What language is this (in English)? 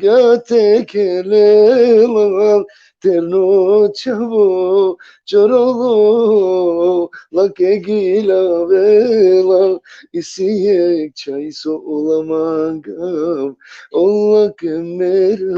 Balkan Romani